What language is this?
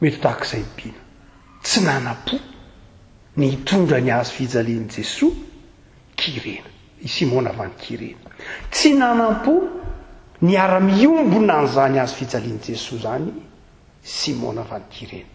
Malagasy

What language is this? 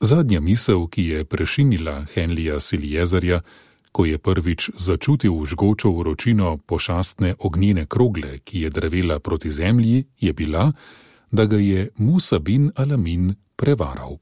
Slovenian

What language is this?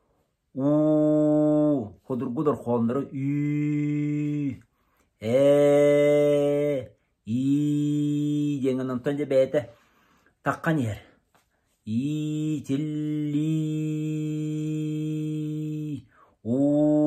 Yakut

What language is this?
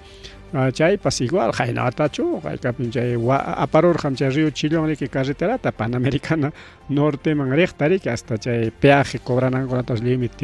Ayacucho Quechua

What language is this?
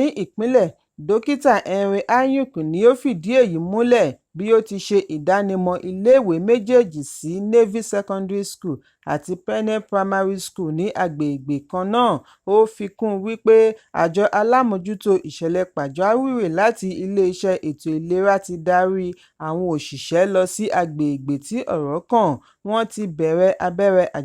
Yoruba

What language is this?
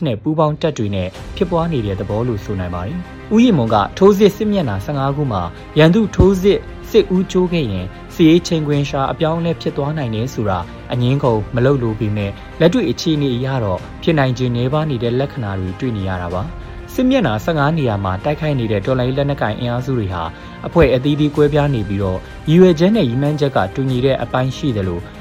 Burmese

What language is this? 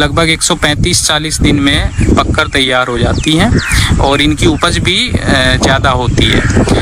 Hindi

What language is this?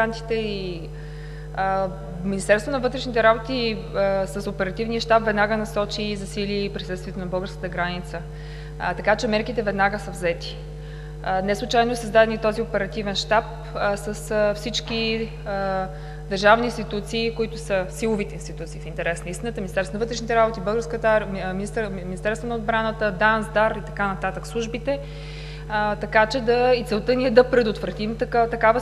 Bulgarian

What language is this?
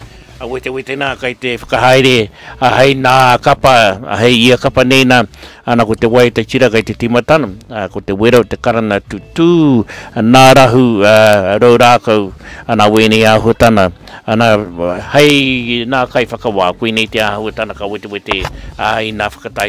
Māori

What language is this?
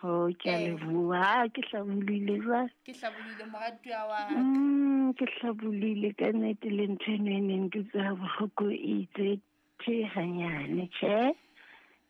Southern Sotho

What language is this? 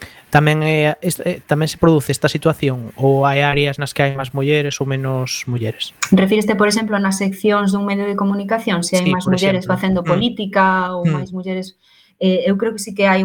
Galician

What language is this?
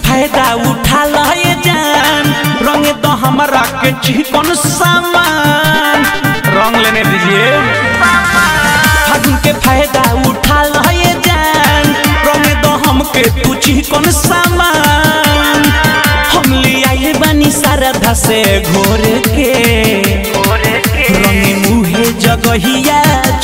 Bhojpuri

